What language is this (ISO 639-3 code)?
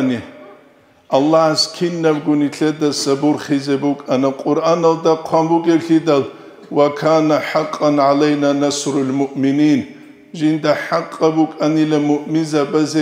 ava